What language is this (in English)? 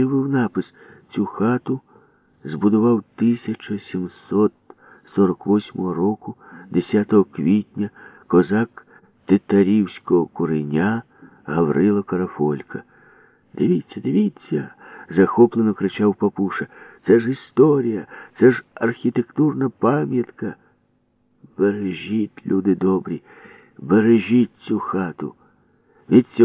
Ukrainian